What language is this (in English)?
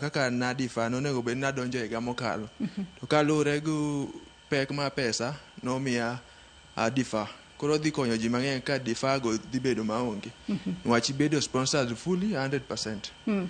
Luo (Kenya and Tanzania)